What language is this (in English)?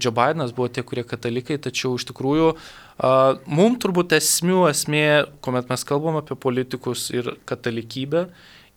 Lithuanian